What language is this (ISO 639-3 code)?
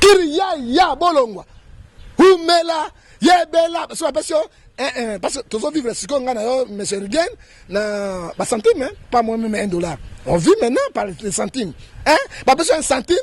lin